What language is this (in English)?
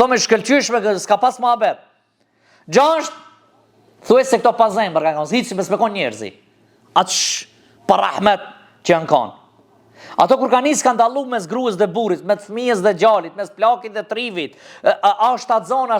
Albanian